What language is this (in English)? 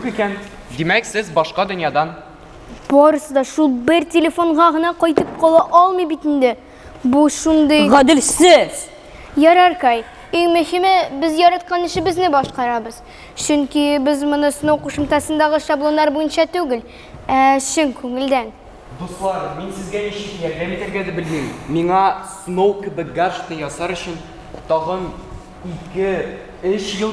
Tatar